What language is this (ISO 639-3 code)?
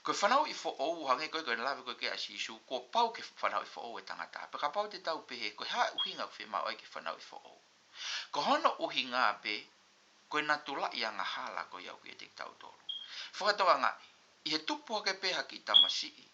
ton